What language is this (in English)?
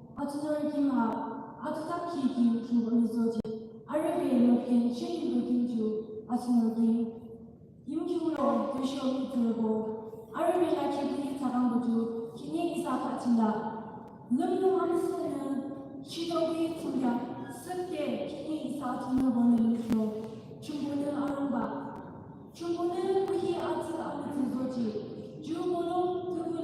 Yimchungru Naga